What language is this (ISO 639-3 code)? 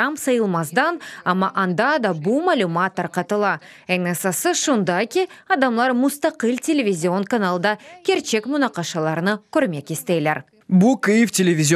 crh